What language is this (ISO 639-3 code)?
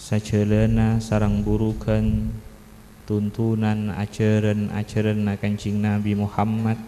mad